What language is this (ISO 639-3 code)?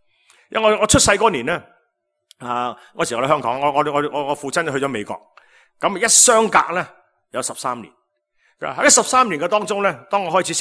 yue